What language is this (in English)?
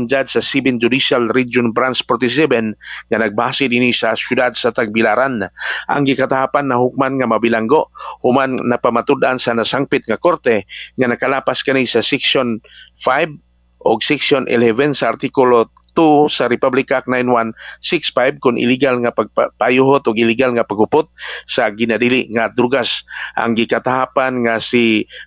Cebuano